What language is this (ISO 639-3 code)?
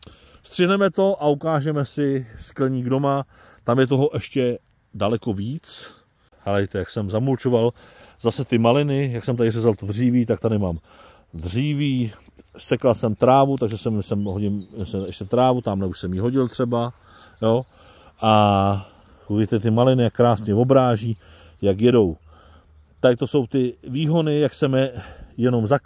ces